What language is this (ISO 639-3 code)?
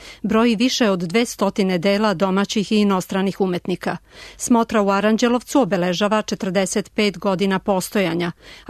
srp